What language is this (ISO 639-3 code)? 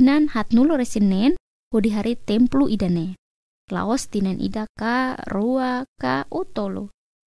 tet